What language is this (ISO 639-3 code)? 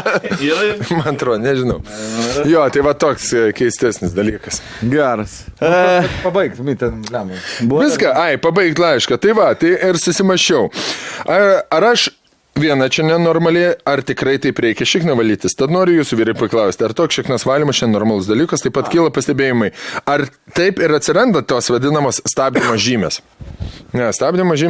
lit